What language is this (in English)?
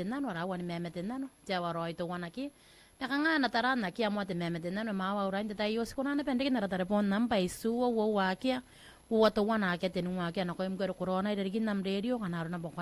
Gilbertese